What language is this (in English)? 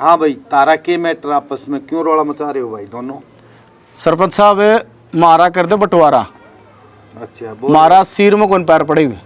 Haryanvi